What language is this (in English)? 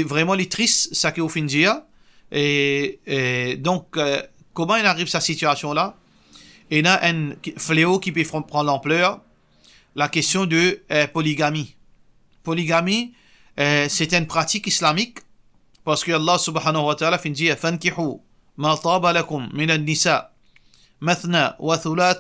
Morisyen